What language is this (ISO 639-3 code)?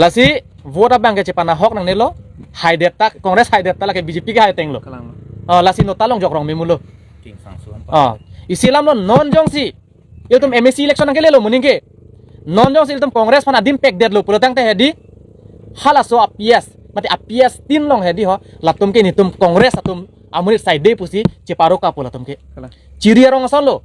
mjw